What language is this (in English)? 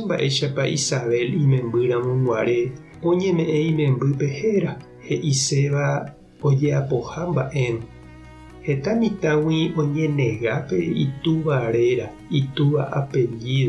Guarani